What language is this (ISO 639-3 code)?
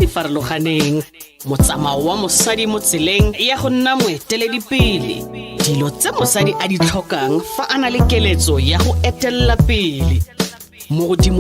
tsn